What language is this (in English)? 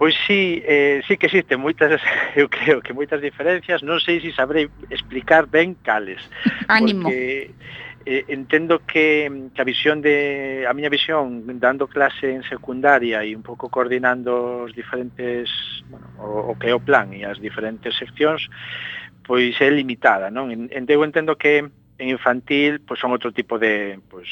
Galician